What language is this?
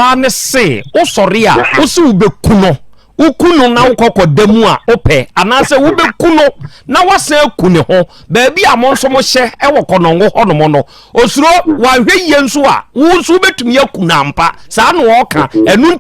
Akan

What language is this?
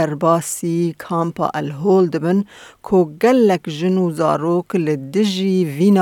Kurdish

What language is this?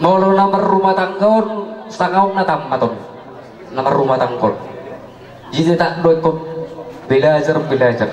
Batak Toba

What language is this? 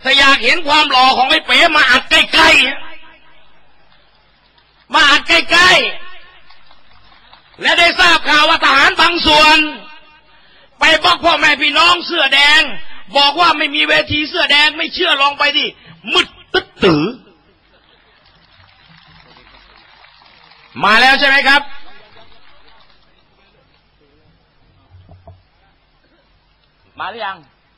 Thai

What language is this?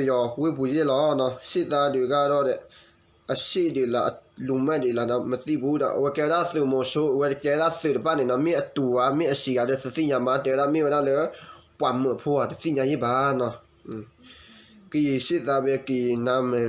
S'gaw Karen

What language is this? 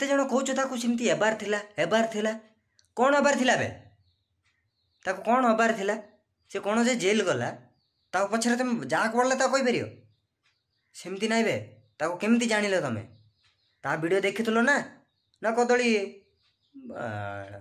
Odia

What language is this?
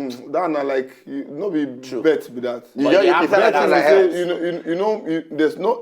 Nigerian Pidgin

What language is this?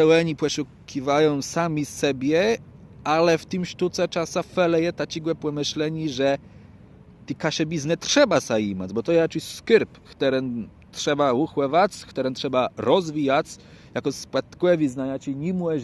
Kashubian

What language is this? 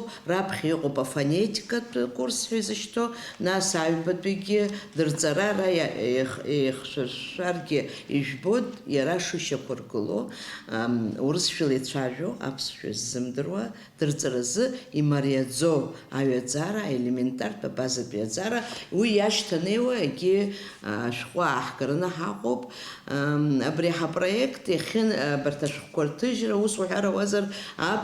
Abkhazian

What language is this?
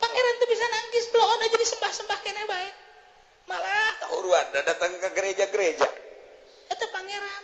Sundanese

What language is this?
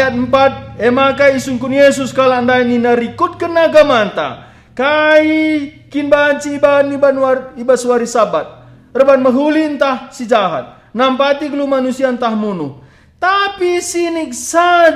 Batak Karo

